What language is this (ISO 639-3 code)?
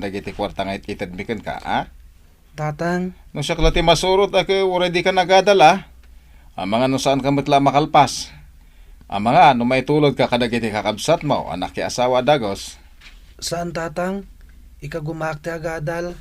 ilo